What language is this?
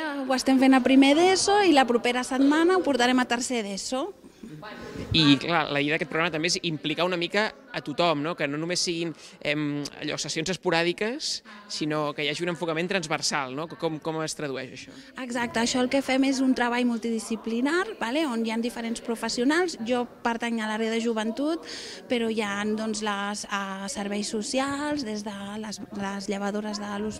Catalan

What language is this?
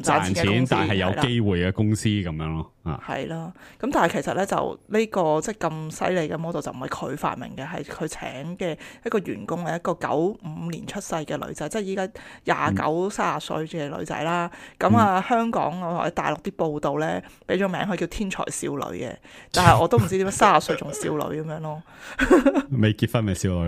Cantonese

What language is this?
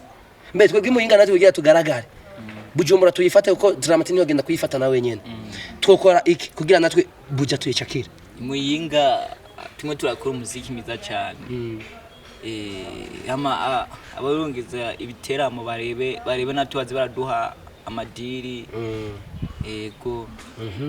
Rundi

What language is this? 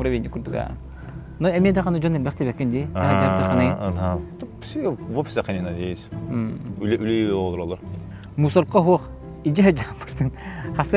Yakut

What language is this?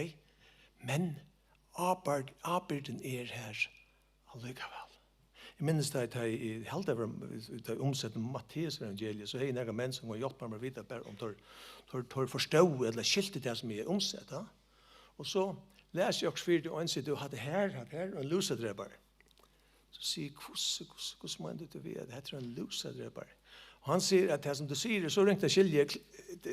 Faroese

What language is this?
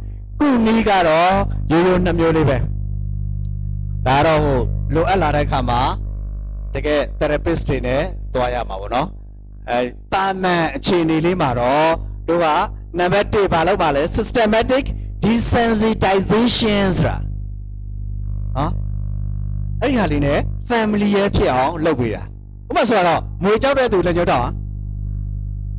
Burmese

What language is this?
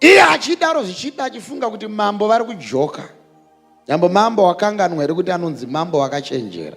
Shona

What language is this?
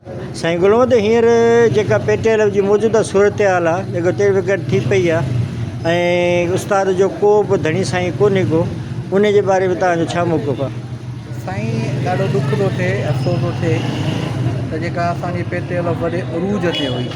Sindhi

